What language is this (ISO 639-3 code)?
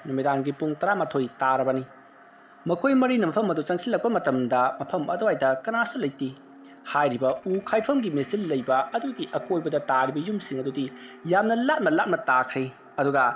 mni